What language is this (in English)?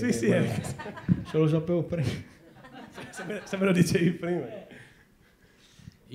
Italian